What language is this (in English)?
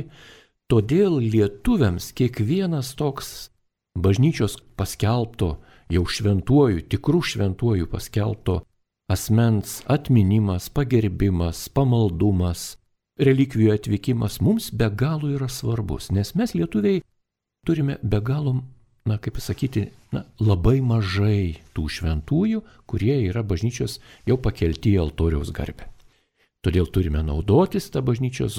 Lithuanian